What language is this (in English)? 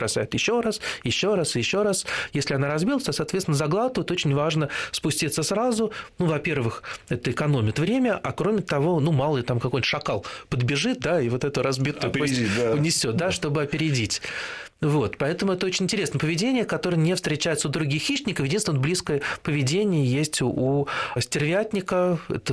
Russian